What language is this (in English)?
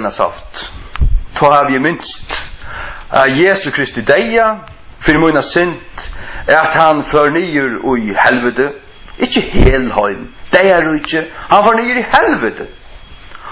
Faroese